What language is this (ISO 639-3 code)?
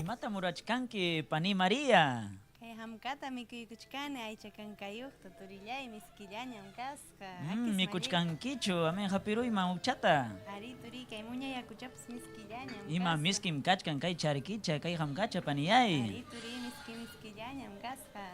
quy